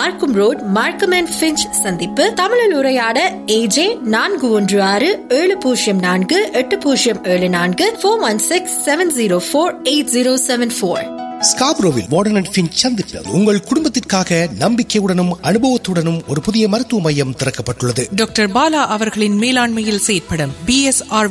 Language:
Tamil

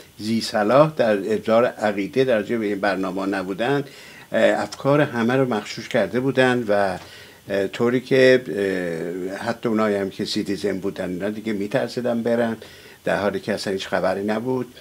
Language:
Persian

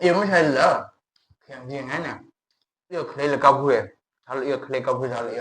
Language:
Tangkhul Naga (India)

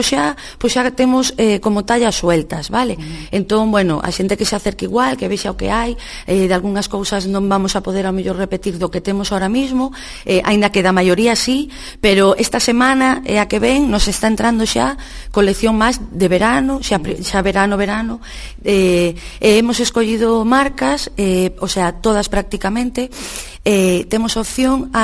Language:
Galician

